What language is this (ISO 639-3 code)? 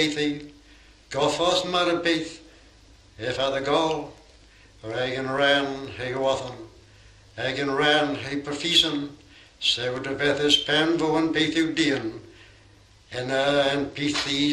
cor